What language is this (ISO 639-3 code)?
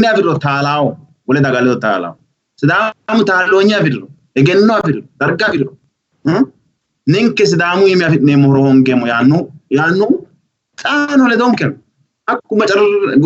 sid